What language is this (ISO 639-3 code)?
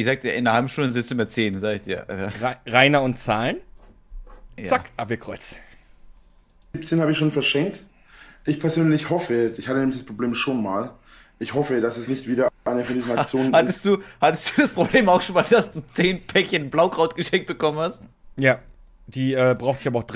deu